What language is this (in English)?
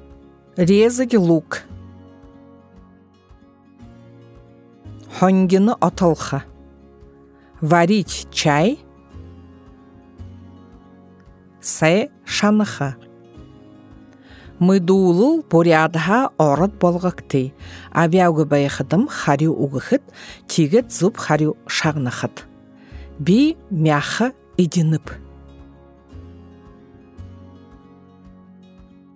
Buriat